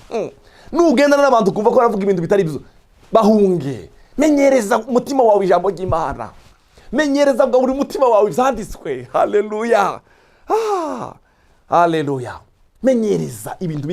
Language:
Rundi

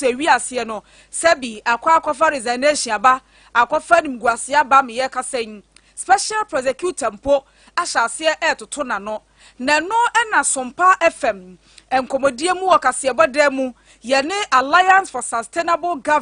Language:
Akan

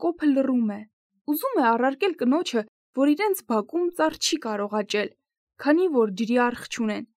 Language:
Armenian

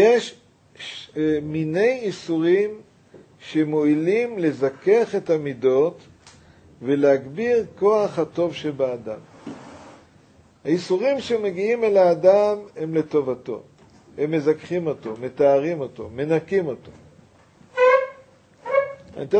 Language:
Hebrew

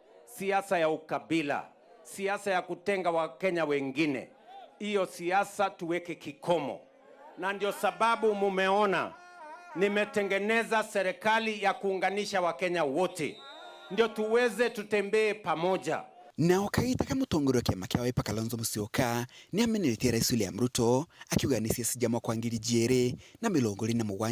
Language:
Meru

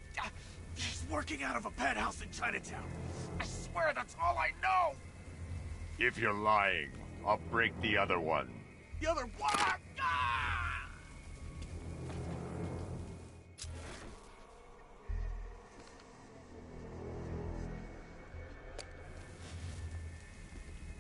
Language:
English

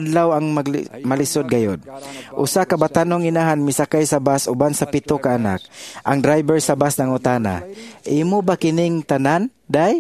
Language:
Cebuano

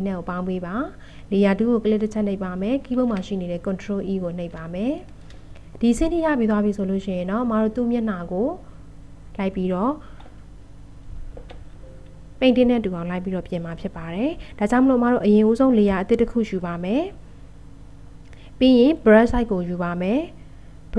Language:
Burmese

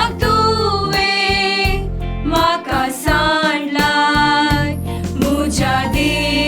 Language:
Konkani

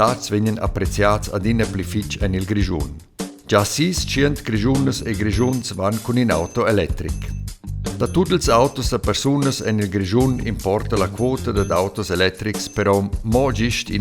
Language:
Romansh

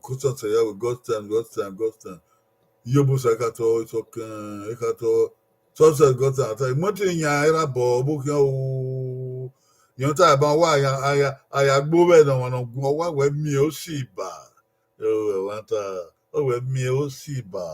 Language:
Bini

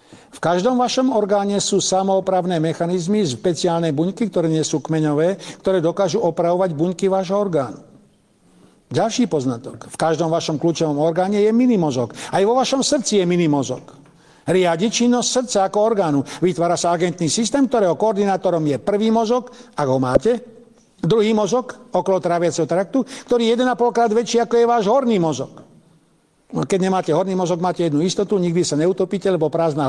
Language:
Slovak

